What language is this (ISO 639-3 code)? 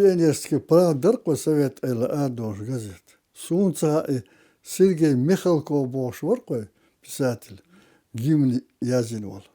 che